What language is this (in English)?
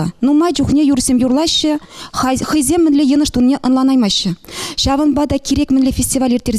Chuvash